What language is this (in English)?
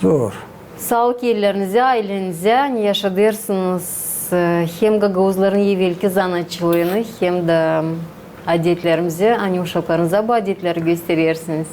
Gagauz